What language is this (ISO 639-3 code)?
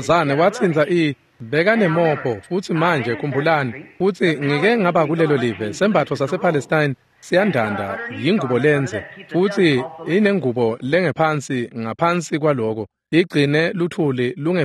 ssw